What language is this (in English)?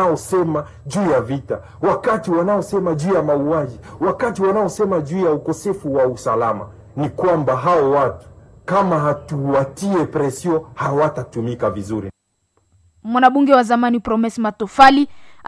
Swahili